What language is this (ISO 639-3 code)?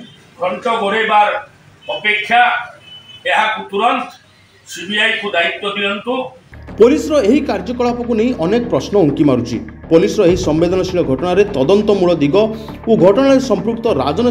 ori